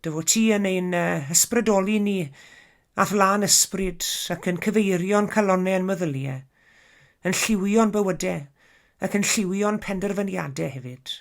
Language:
Welsh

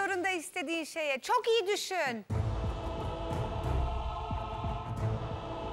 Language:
Turkish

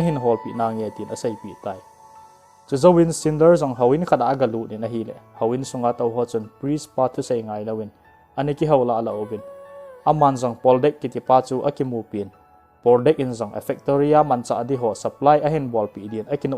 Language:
Thado Chin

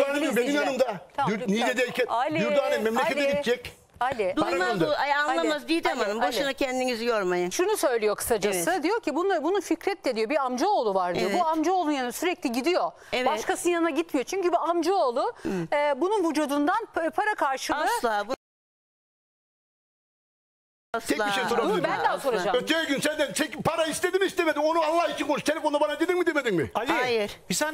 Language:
Turkish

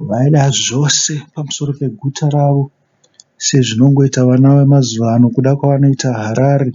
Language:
Shona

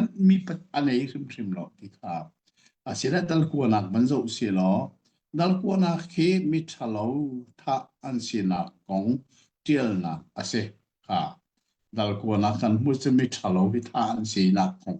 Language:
Hakha Chin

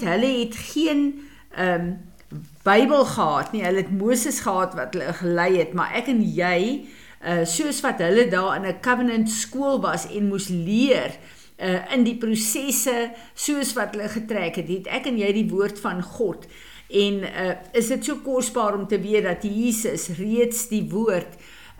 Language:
Afrikaans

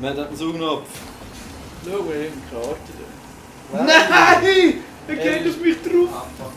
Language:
Swiss German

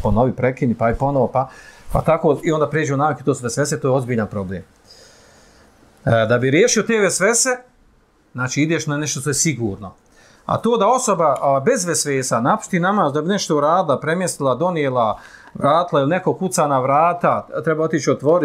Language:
Bosnian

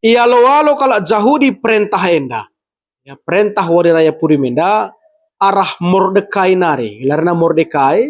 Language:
Batak Karo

